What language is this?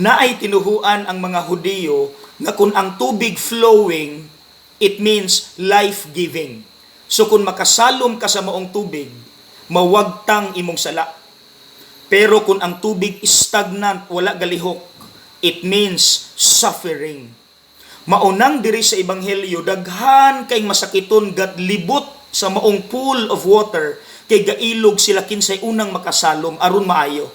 Cebuano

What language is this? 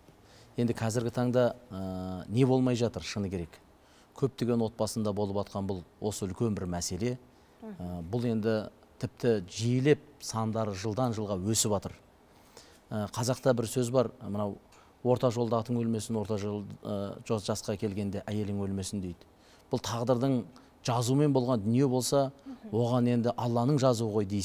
Kazakh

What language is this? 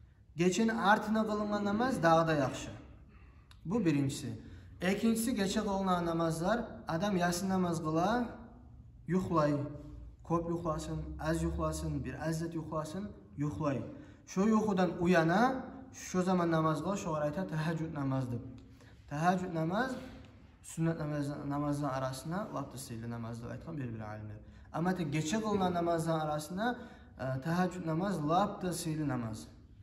Kumyk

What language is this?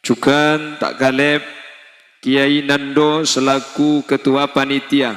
Madurese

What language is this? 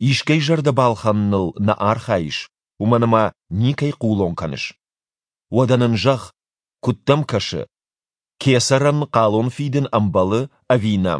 Ossetic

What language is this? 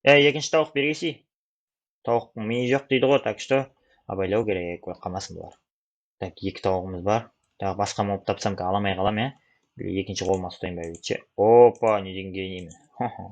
Kazakh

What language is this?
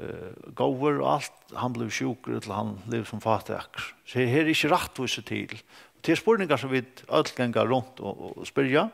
Faroese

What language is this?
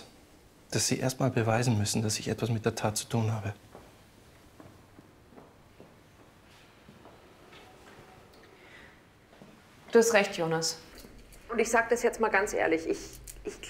German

